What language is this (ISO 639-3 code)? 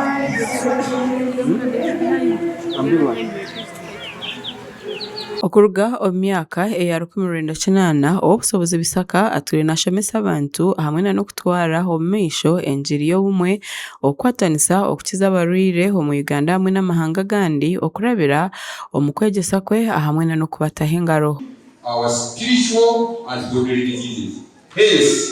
nyn